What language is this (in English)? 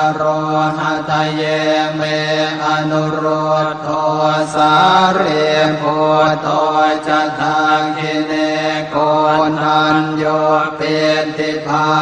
Pali